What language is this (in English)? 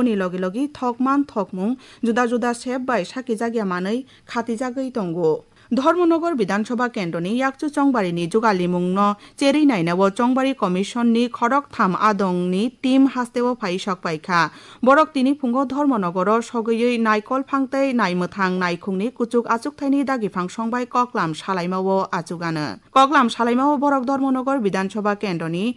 Kok Borok